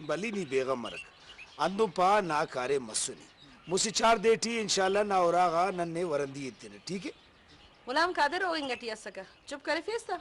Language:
Brahui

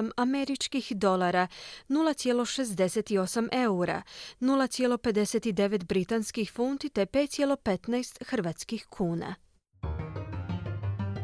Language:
Croatian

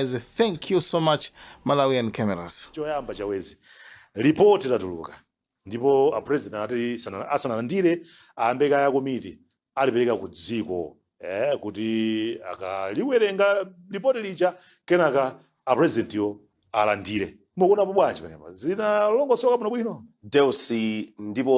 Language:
Nyanja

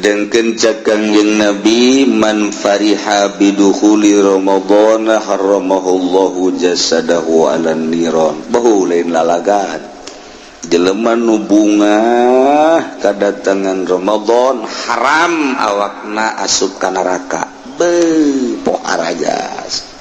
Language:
Sundanese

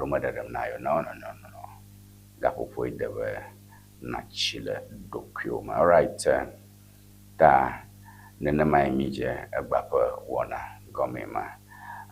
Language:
Ewe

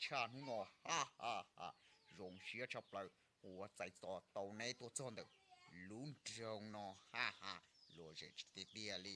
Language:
Hmong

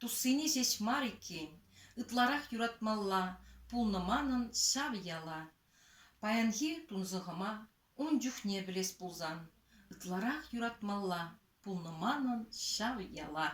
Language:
Chuvash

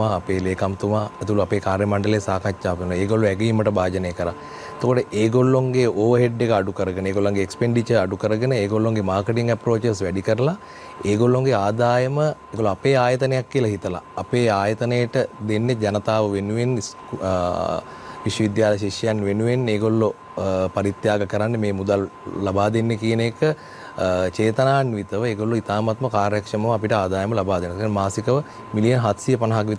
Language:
Sinhala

